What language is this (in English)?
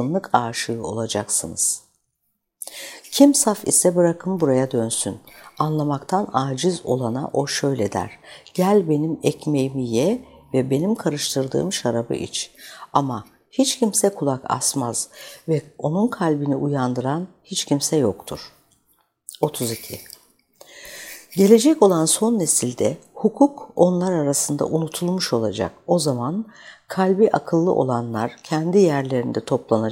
Turkish